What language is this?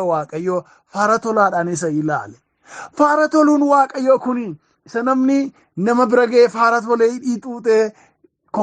Oromo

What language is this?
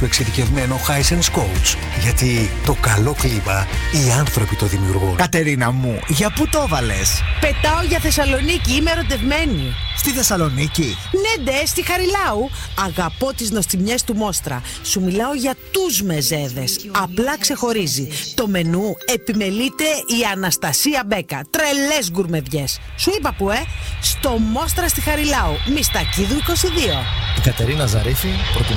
Greek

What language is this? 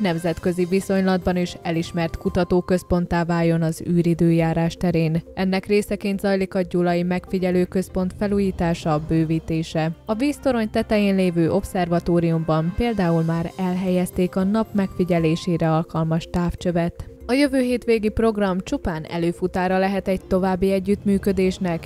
Hungarian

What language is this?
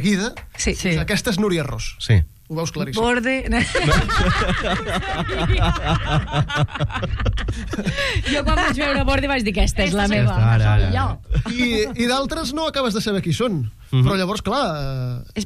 Catalan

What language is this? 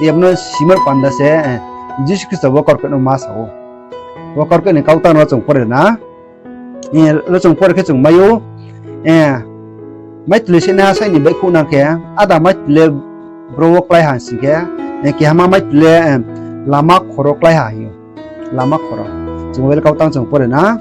Riang (India)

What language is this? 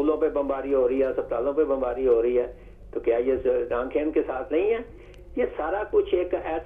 Urdu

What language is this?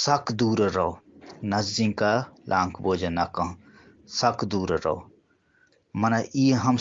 Eastern Balochi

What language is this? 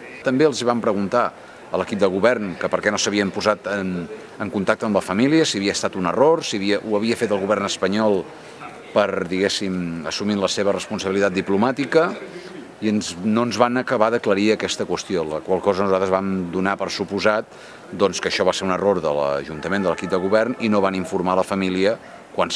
Catalan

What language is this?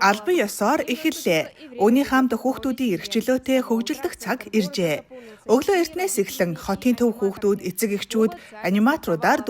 Mongolian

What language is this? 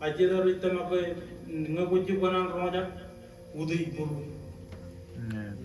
Marshallese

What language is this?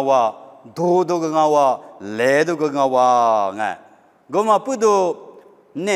Lisu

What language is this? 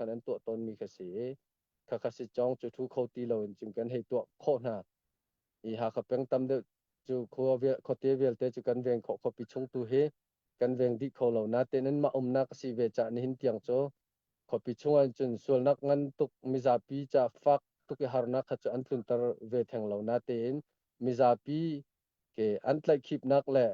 Hakha Chin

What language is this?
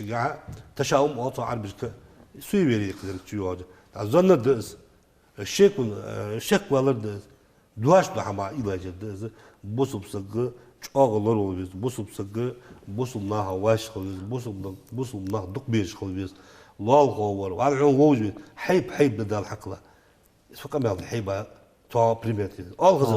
Ingush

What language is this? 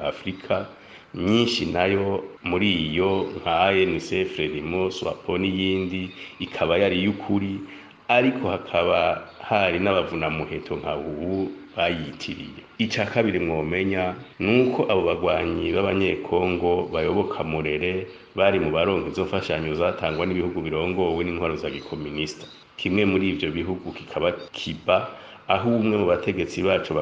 Rundi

